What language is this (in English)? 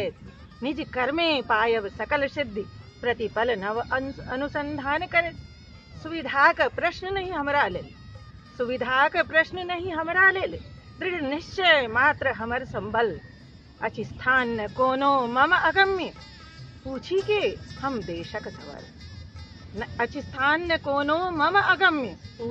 Maithili